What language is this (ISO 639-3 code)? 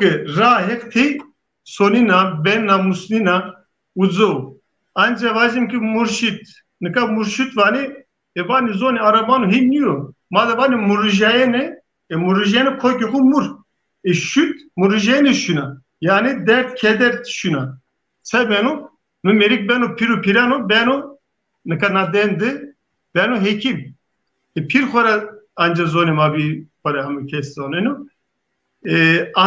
zza